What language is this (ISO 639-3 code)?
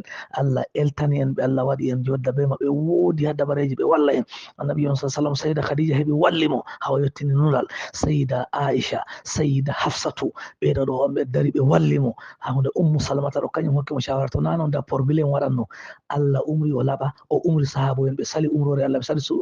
ful